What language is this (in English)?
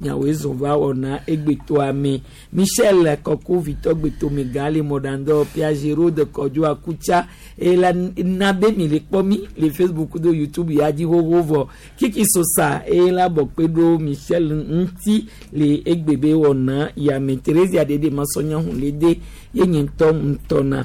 Gen